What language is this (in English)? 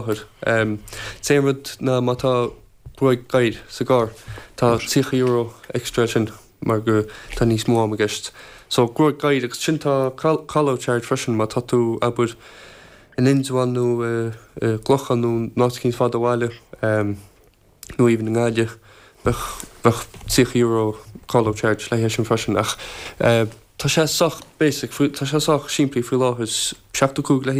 Irish